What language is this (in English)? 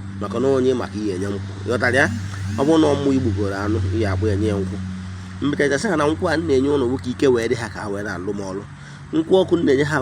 Igbo